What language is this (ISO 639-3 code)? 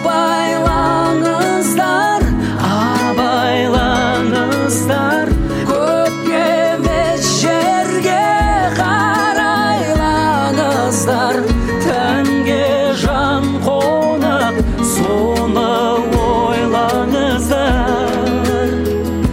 kaz